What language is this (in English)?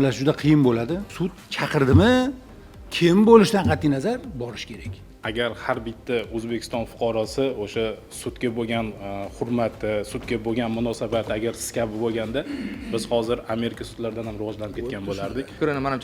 Uzbek